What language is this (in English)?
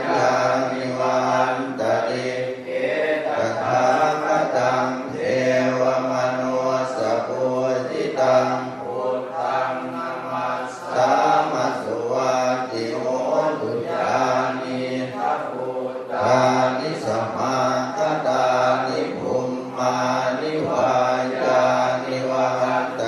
Pali